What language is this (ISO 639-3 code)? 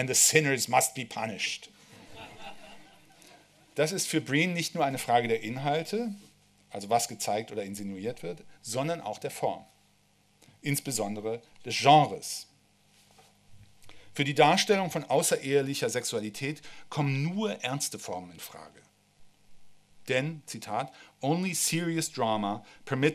deu